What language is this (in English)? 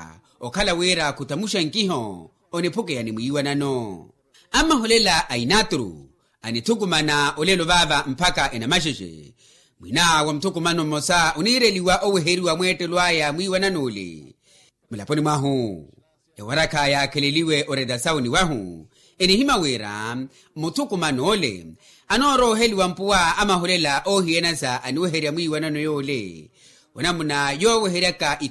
Makhuwa